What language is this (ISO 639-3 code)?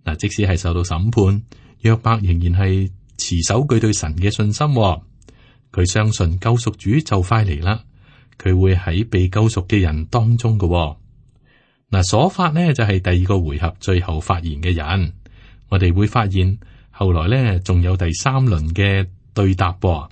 yue